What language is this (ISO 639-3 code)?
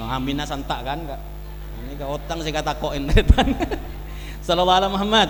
mad